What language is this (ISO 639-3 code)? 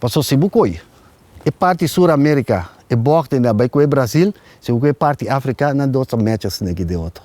pap